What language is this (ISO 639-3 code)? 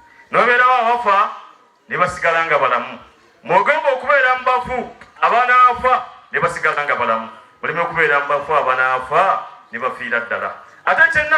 lug